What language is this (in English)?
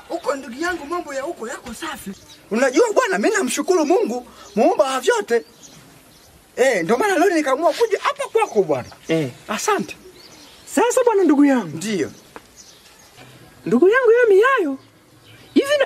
Swahili